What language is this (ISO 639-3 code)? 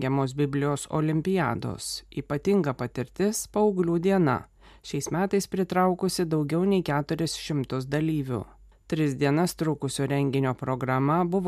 lit